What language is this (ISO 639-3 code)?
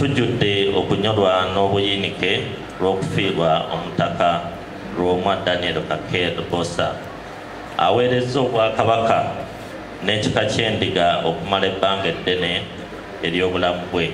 lug